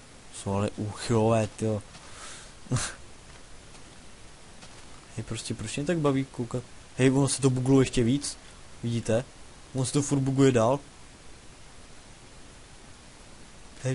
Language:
Czech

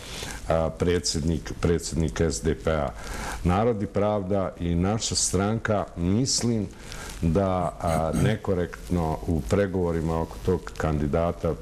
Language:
Bosnian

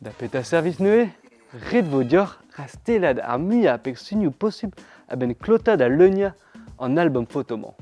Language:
Breton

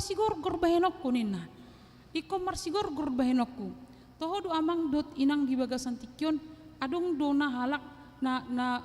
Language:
Batak Toba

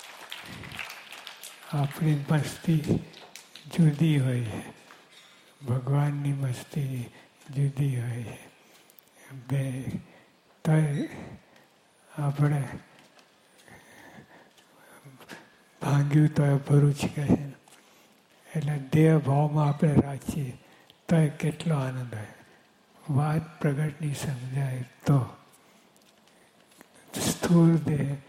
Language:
Gujarati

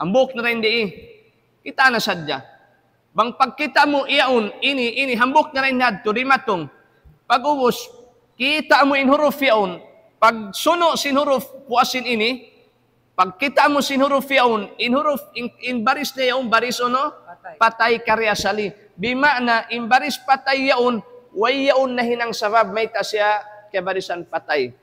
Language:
Tausug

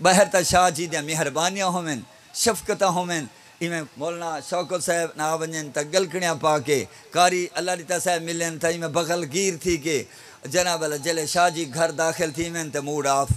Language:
Saraiki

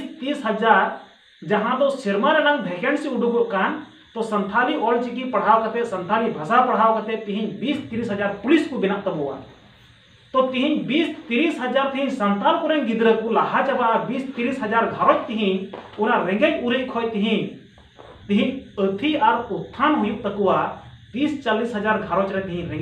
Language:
Santali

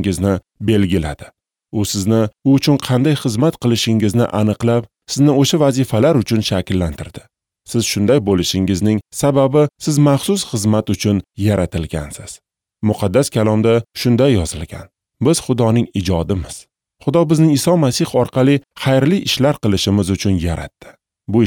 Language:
Uzbek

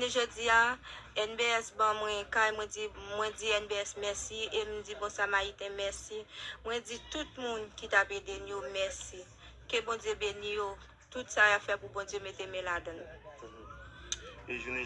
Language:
Haitian Creole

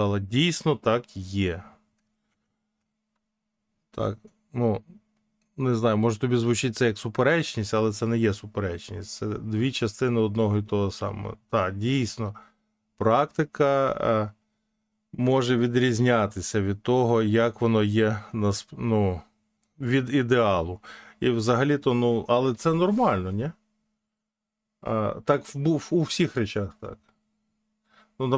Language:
Ukrainian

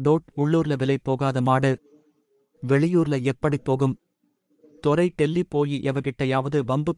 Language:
Tamil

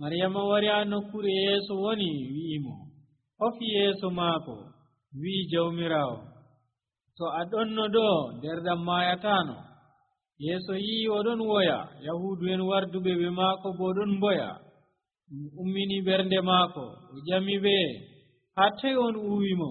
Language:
Nigerian Fulfulde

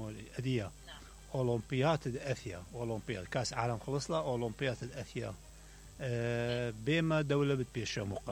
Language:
Mesopotamian Arabic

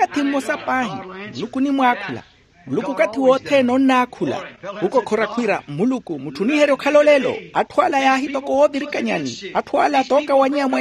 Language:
Makhuwa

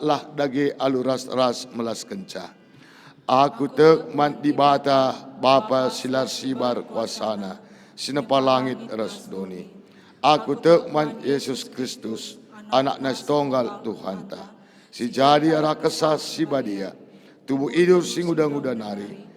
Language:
Batak Karo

